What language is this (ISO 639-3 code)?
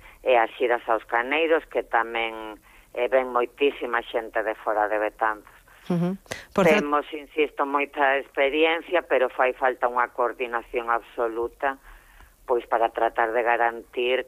glg